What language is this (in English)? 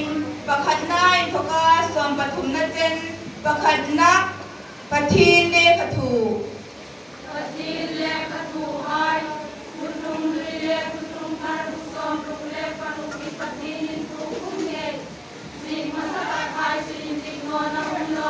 Hmar